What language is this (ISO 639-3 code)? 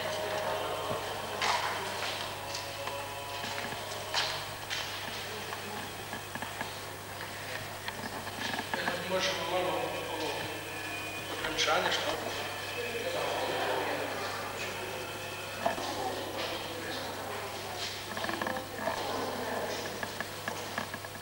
hrv